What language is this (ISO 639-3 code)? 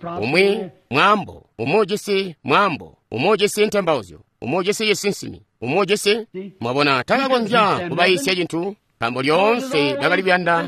toi